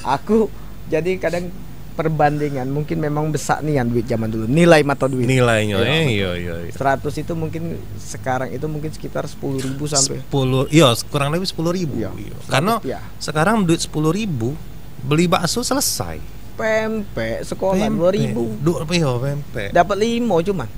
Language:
Musi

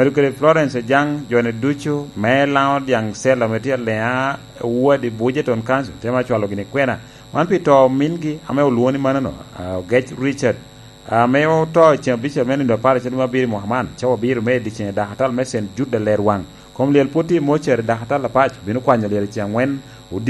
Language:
Lango (Uganda)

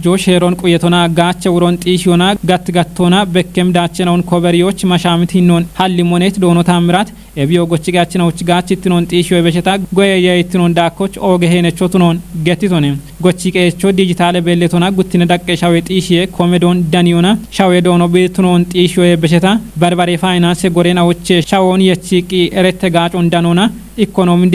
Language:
Kafa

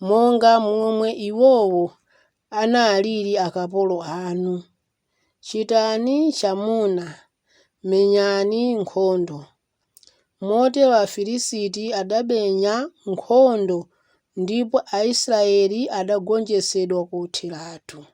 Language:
Nyanja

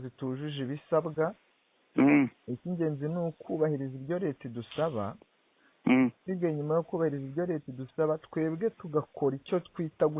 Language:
Kinyarwanda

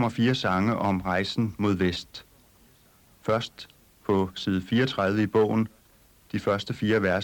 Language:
Danish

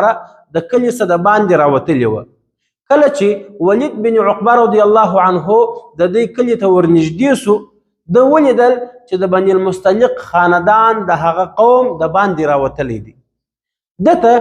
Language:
Pashto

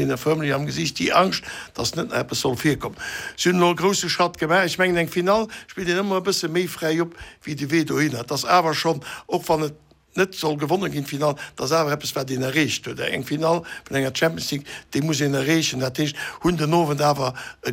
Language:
Luxembourgish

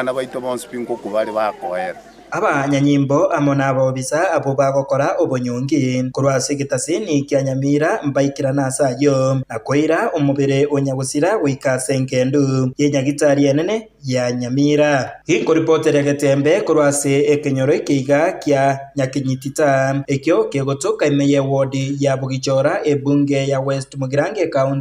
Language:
Gusii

